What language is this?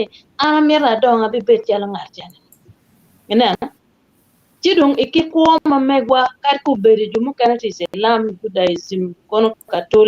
Acoli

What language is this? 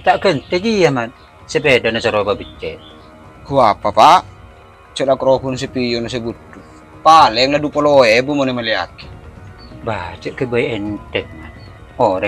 Madurese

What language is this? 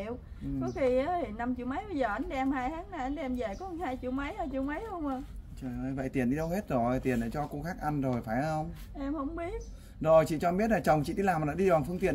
Vietnamese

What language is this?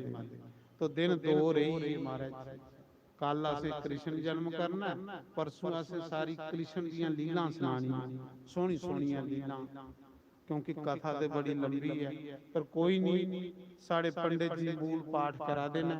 Dogri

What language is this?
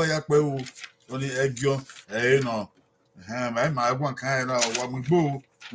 Bini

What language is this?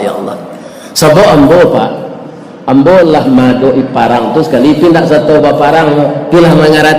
Minangkabau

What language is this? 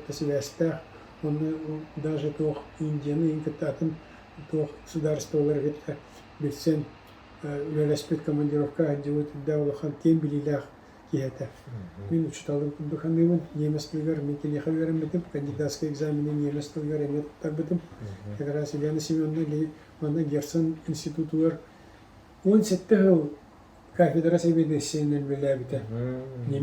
Yakut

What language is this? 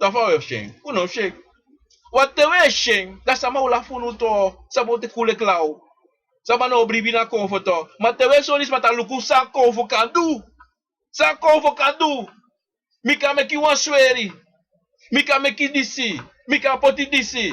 Sranan Tongo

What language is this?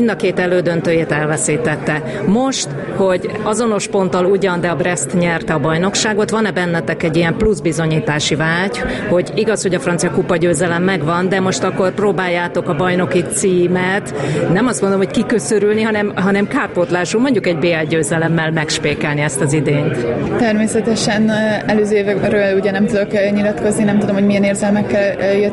Hungarian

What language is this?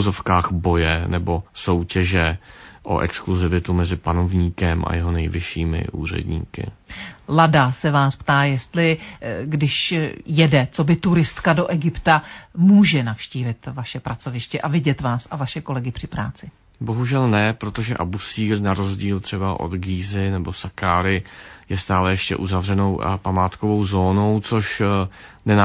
Czech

